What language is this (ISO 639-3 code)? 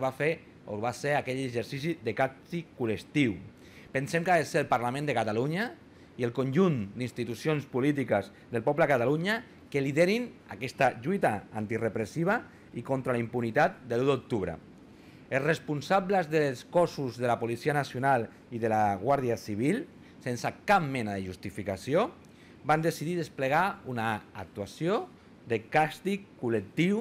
cat